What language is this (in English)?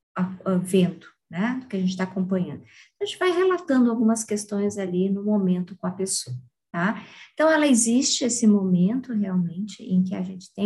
Portuguese